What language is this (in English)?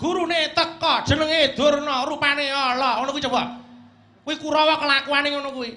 Javanese